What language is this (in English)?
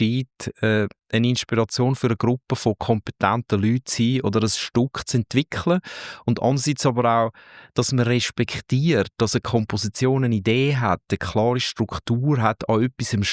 Swiss German